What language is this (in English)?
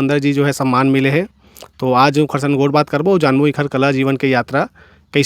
Chhattisgarhi